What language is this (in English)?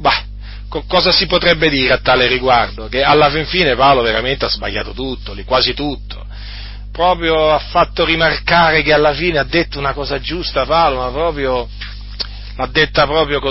Italian